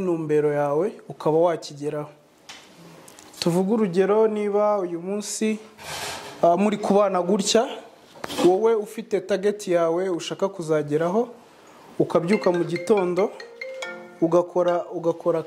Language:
Kinyarwanda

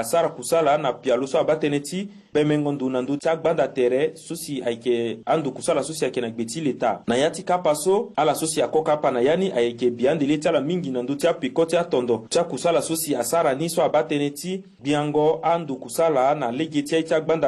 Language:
Sango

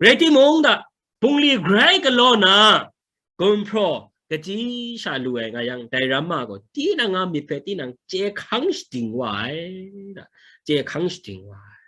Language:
Kachin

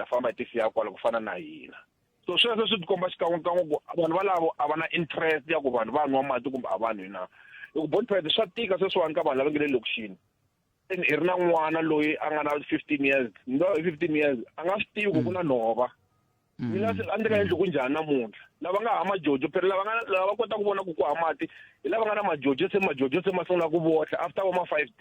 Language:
Tsonga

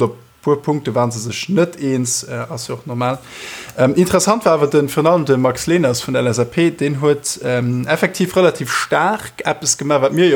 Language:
Luxembourgish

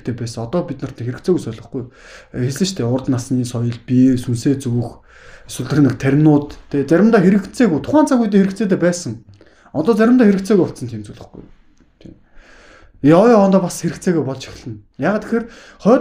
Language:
Mongolian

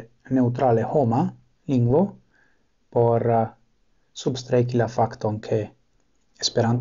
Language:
Esperanto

